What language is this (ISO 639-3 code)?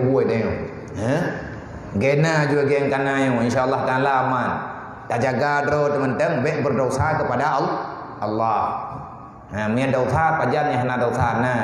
ace